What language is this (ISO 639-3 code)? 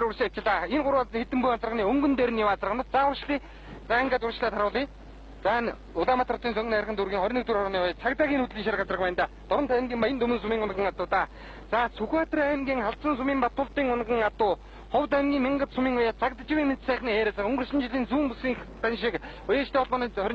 mon